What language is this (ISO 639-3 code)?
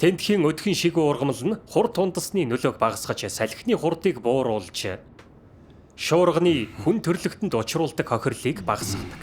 mon